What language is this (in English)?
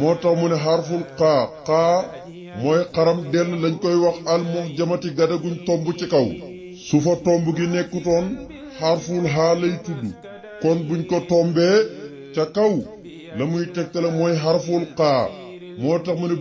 Wolof